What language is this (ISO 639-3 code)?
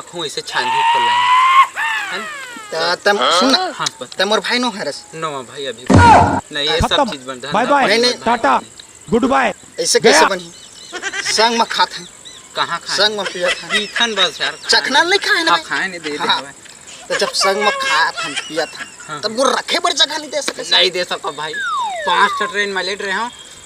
hne